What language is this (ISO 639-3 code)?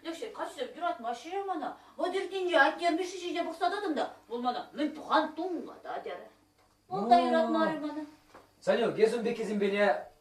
chv